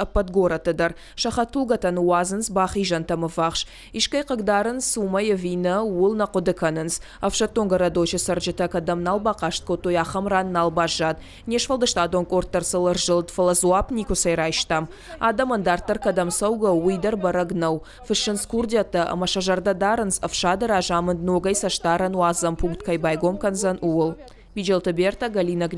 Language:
Ossetic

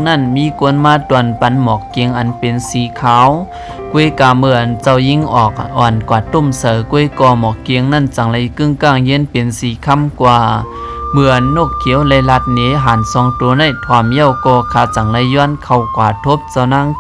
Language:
Shan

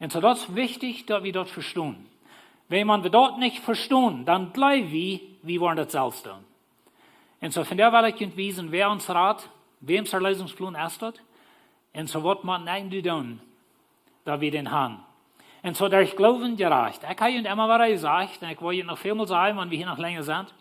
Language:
Plautdietsch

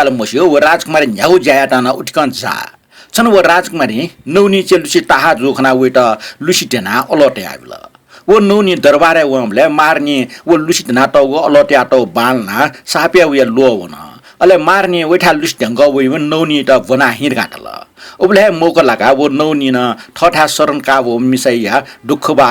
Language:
Newari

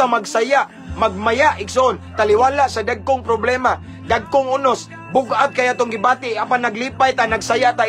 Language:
Cebuano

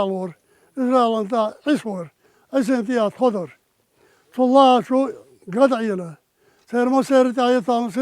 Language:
Chechen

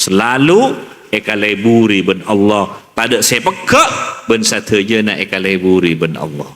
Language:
Madurese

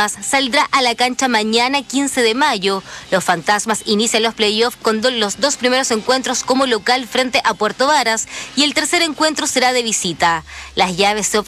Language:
Spanish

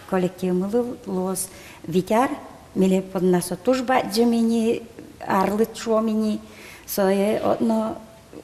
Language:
Udmurt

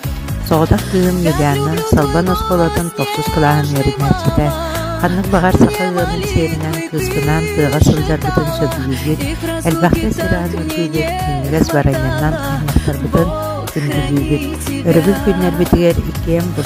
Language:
Yakut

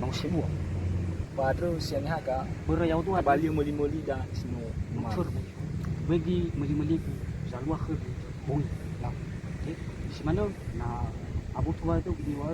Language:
Nias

